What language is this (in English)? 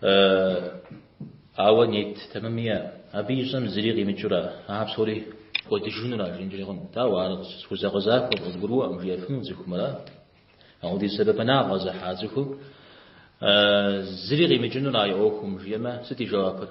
Kabardian